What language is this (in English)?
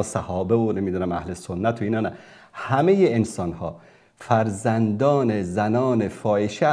Persian